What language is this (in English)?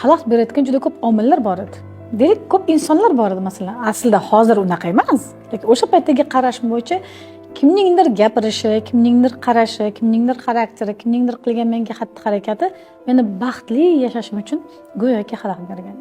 Uzbek